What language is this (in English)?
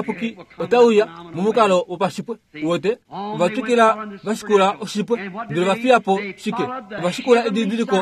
Kuanyama